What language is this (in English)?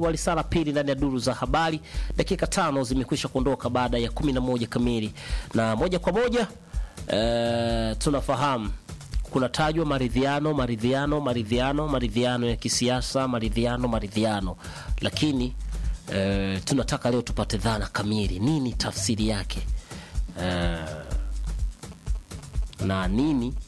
Swahili